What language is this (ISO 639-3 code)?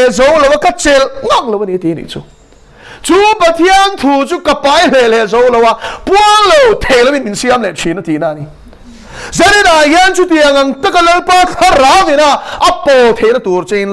lus